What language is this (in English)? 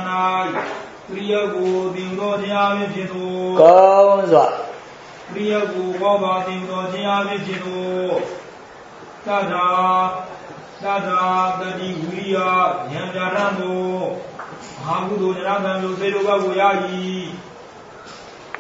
Burmese